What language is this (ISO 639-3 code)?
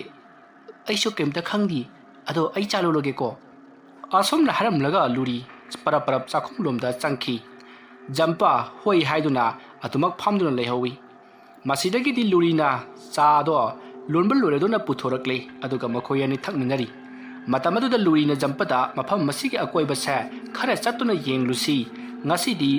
mni